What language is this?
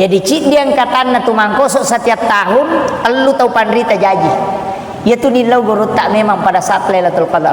Buginese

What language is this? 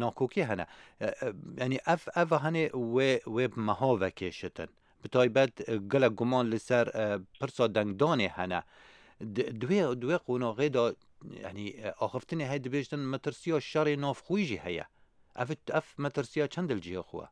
Kurdish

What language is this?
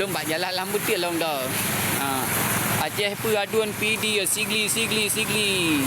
Achinese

